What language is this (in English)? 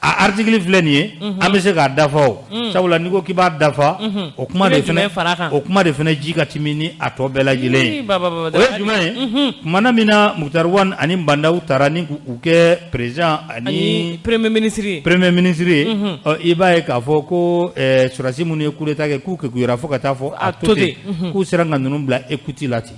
Bambara